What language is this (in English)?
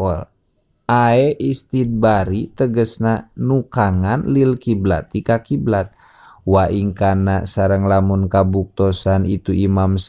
Sundanese